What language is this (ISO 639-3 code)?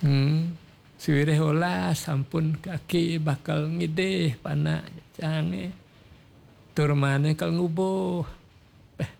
ban